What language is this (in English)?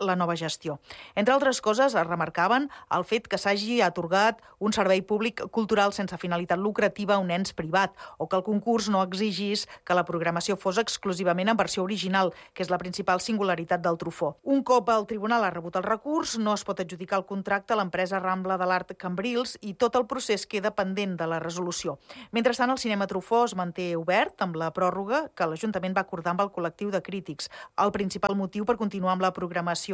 Catalan